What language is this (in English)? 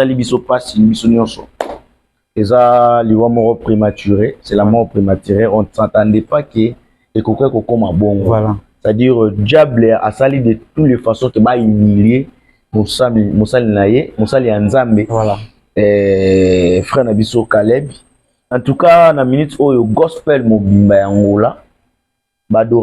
Lingala